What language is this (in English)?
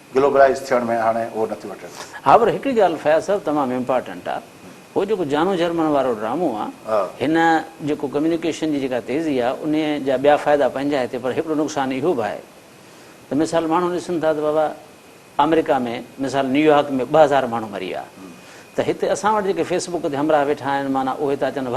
Sindhi